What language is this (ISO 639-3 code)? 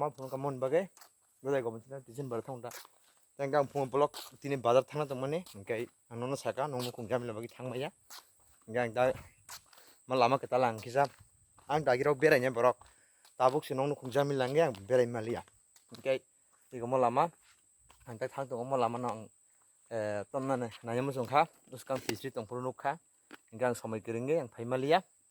trp